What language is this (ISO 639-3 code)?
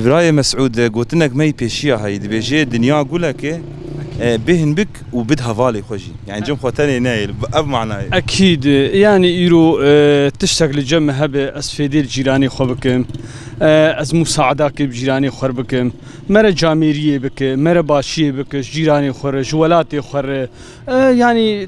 kur